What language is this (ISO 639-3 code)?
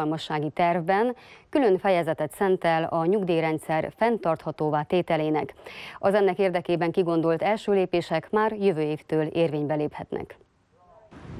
hun